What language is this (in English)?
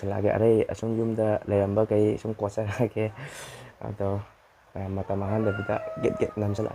Manipuri